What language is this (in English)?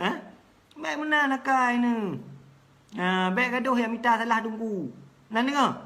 Achinese